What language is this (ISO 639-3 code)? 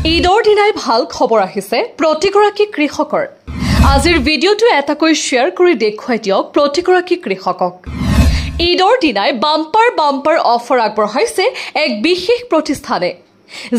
asm